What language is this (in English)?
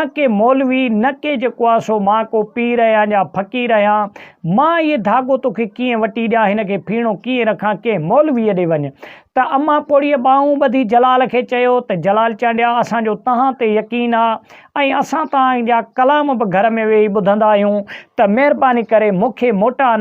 Sindhi